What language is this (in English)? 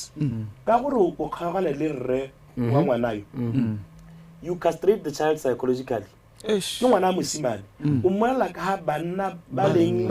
Tswana